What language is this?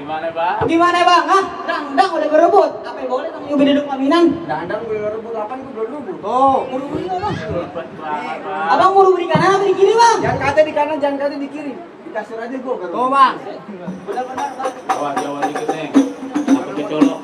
Betawi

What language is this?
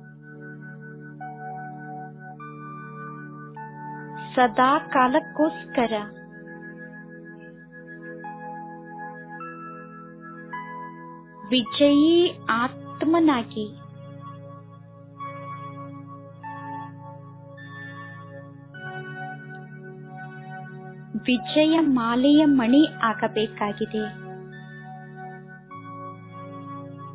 Kannada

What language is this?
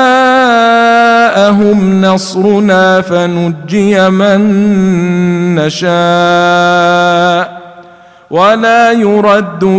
Arabic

